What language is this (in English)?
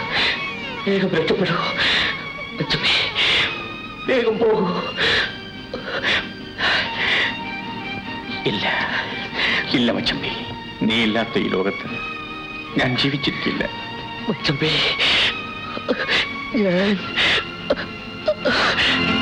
Malayalam